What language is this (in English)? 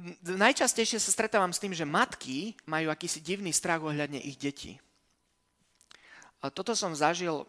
Slovak